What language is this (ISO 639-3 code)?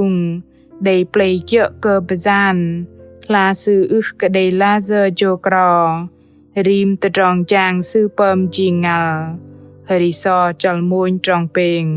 bdq